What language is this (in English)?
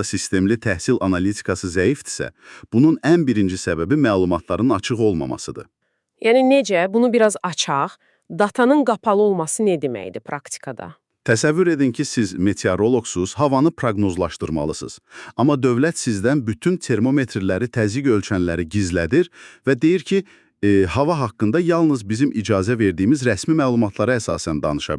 Azerbaijani